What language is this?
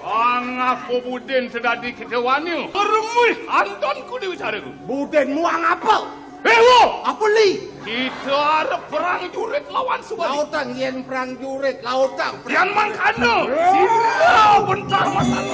Balinese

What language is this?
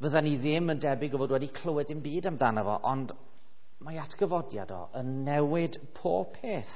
Welsh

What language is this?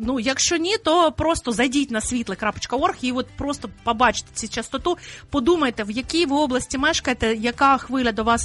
Ukrainian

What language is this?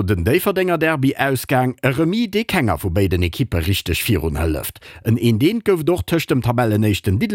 Luxembourgish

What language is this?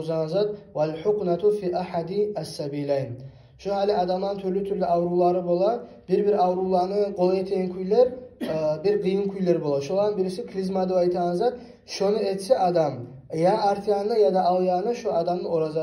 Kumyk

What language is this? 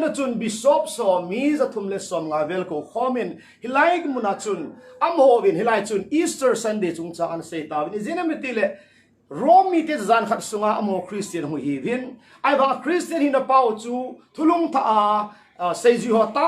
Thado Chin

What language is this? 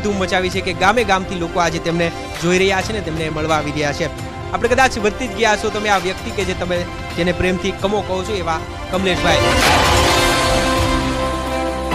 Gujarati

